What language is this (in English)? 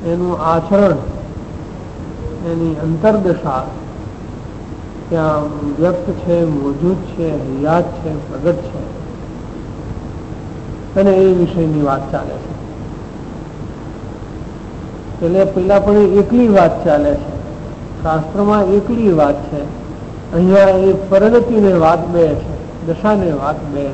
Gujarati